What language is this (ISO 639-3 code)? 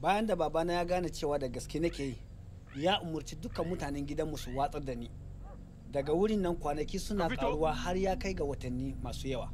hau